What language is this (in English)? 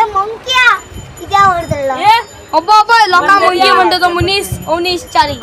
Konkani